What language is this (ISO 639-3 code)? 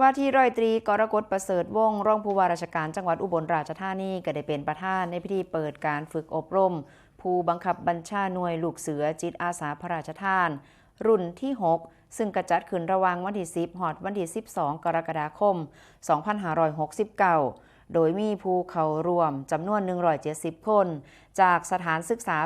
tts